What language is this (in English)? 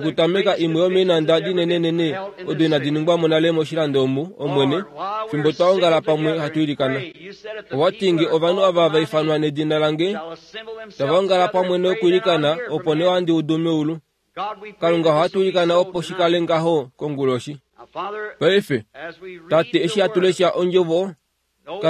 Kuanyama